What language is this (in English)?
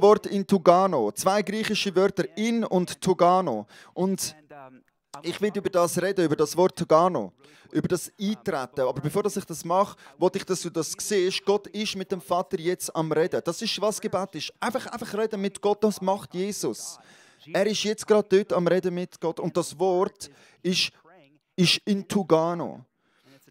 Swiss German